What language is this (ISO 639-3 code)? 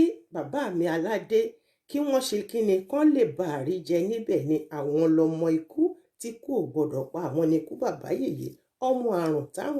yor